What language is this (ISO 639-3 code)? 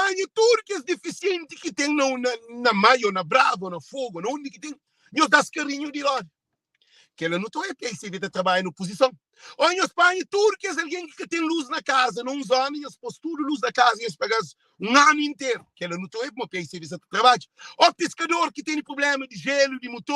kea